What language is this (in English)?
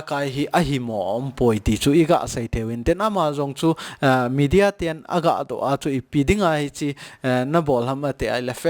Thado Chin